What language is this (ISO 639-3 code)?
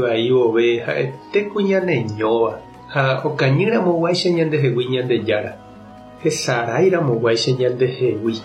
grn